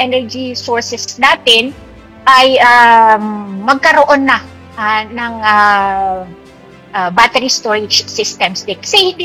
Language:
Filipino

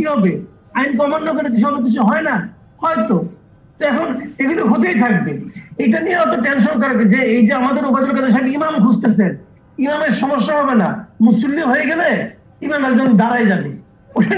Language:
Bangla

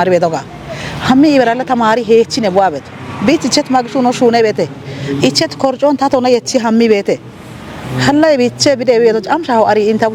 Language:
Kafa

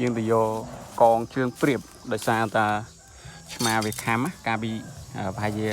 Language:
Khmer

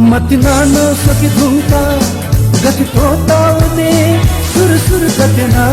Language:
Newari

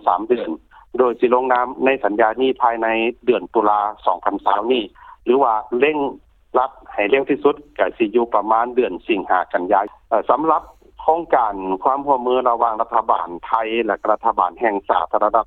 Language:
Lao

